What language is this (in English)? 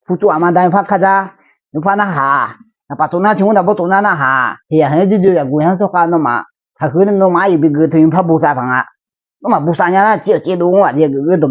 Akha